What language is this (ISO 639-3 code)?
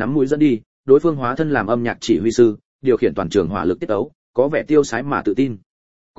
vie